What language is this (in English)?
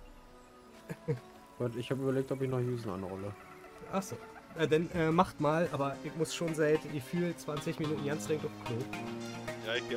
German